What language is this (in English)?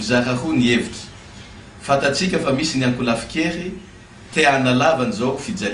Malagasy